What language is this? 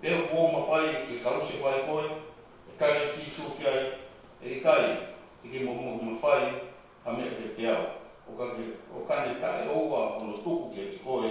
Tongan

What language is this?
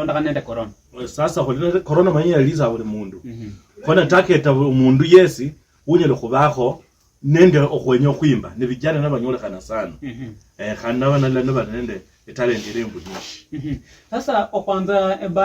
Luyia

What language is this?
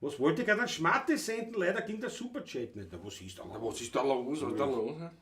Bavarian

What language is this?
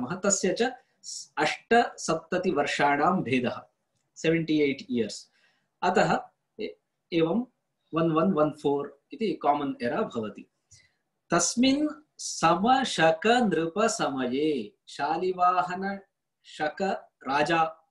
Sanskrit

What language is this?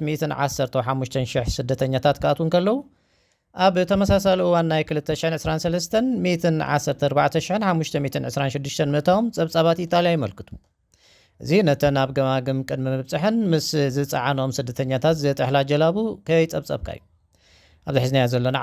Tigrinya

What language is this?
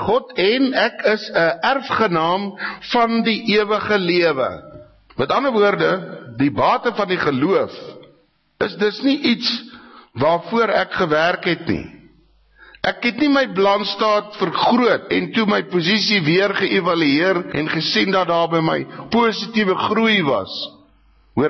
Afrikaans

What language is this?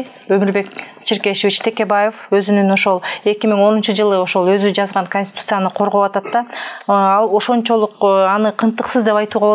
Kyrgyz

